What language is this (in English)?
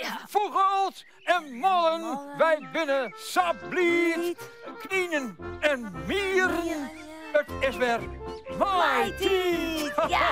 Western Frisian